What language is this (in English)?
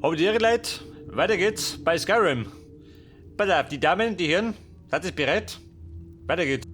Bavarian